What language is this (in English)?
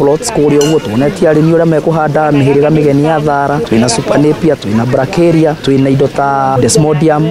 Kikuyu